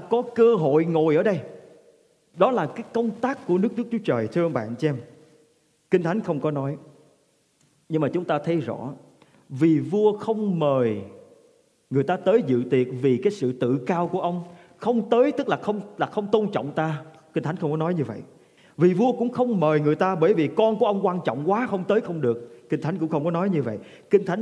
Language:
Vietnamese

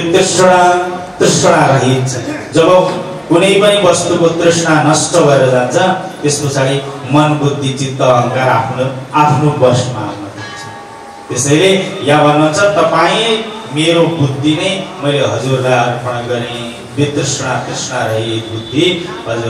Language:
Nepali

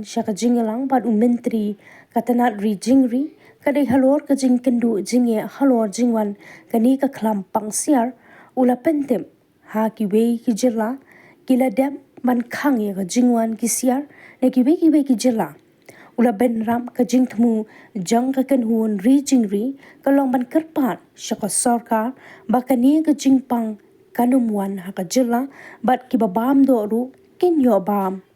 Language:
Khasi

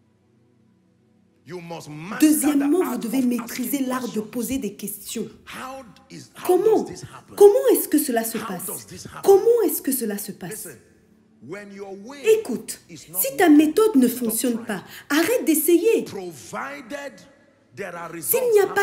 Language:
French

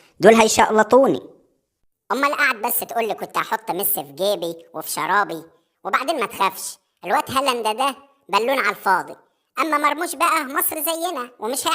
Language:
Egyptian Arabic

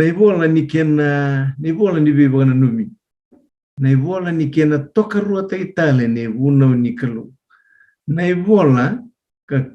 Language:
Fijian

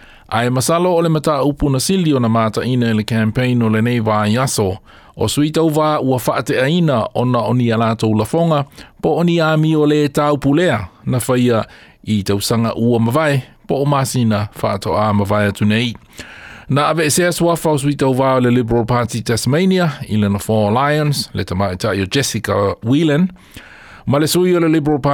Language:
Samoan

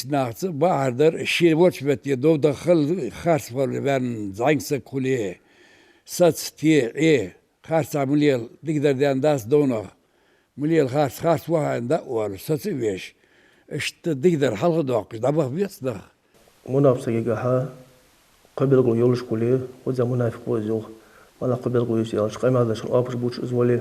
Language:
Ingush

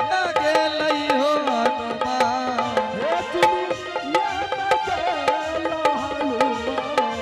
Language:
Angika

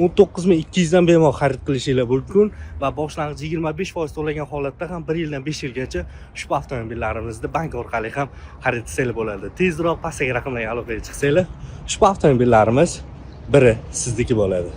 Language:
Uzbek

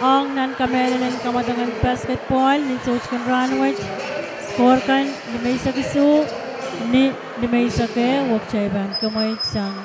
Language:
Pohnpeian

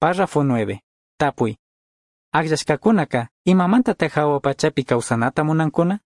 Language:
Chimborazo Highland Quichua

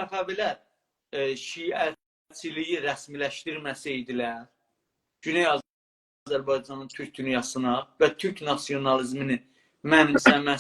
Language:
South Azerbaijani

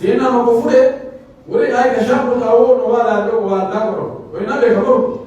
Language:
Pular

